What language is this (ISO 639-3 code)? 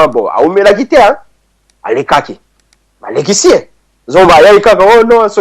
lin